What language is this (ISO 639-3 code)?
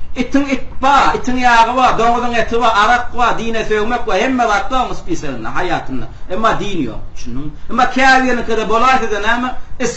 tuk